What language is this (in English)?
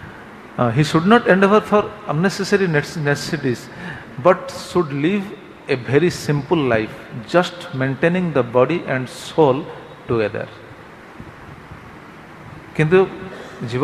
Odia